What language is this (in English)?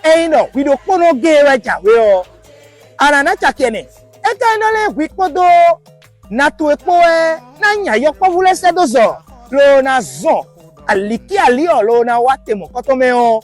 Fon